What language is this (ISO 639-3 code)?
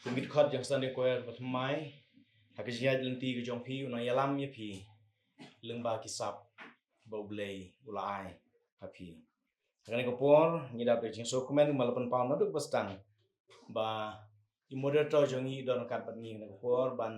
kha